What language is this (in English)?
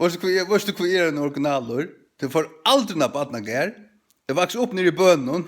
Faroese